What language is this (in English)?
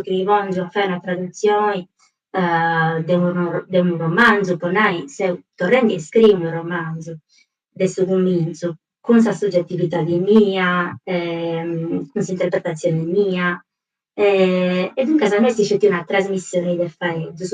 Sardinian